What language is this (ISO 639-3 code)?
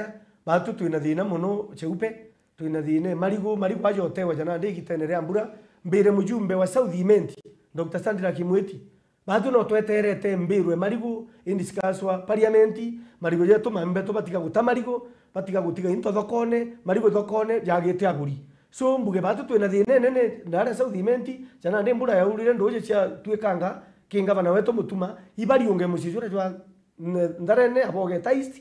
mer